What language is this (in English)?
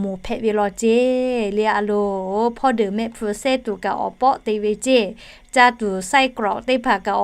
Lahu